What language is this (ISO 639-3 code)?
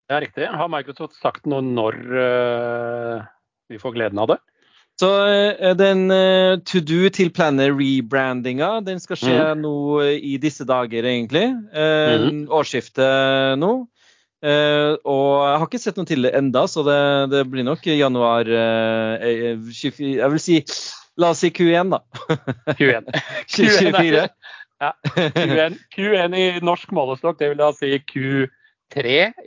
nor